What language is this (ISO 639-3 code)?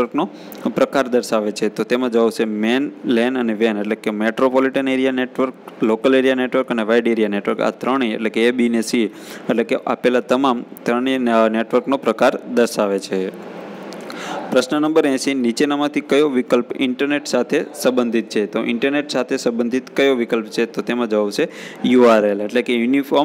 guj